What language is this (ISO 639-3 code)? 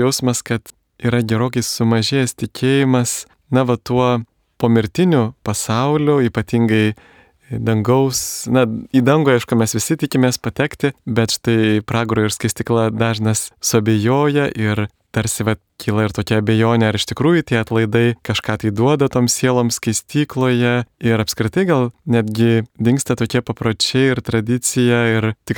lit